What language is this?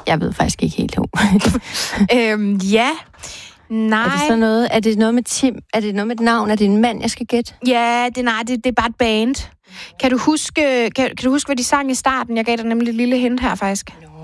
Danish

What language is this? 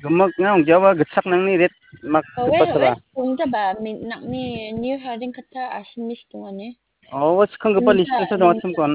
Garo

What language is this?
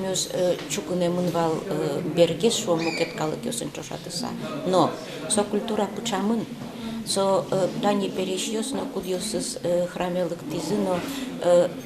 Udmurt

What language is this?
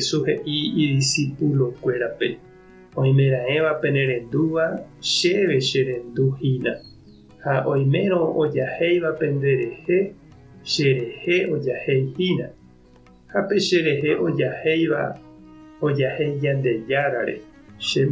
Guarani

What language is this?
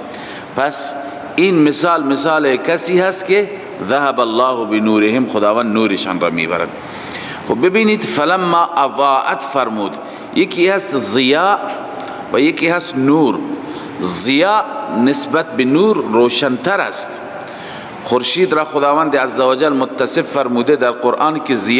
Persian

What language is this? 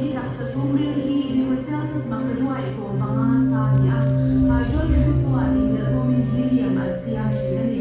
Mizo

